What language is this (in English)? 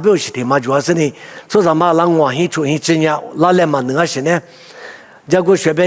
Lisu